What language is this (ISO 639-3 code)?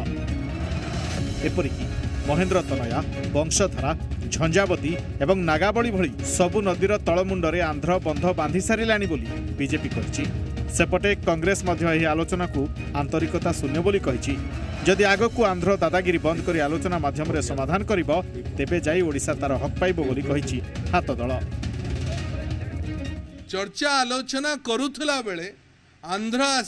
ori